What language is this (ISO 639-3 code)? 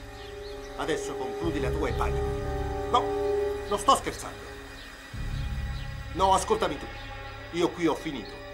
ita